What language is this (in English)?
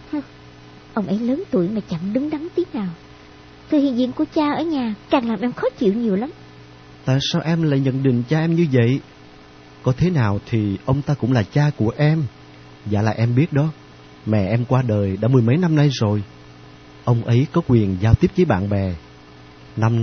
Vietnamese